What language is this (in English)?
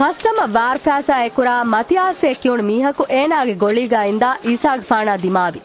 Divehi